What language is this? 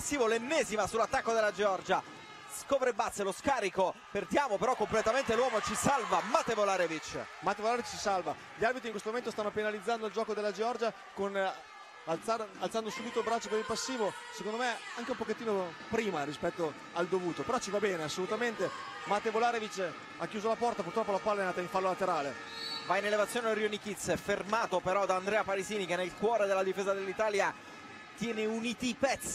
Italian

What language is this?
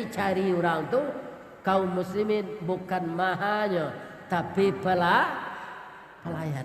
Minangkabau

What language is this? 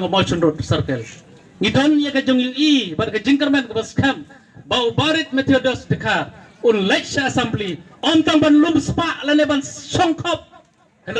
Khasi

